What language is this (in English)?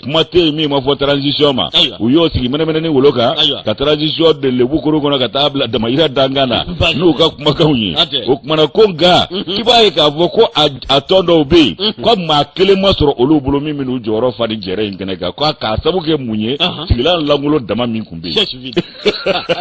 Bambara